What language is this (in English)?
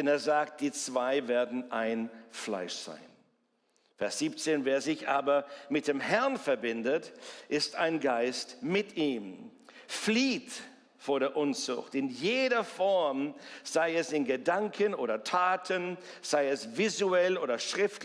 Swiss German